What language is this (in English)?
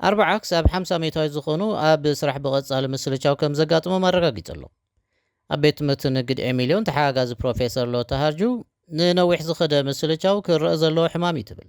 Tigrinya